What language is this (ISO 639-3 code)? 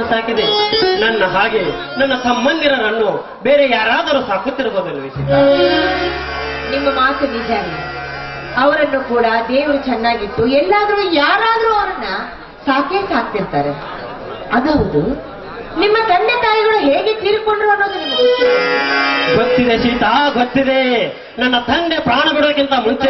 kan